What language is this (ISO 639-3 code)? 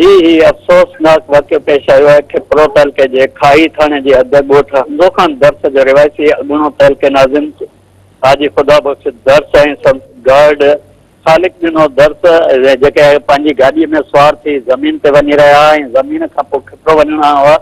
snd